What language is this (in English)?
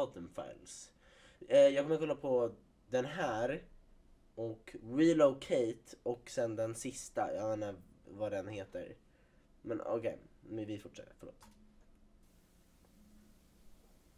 Swedish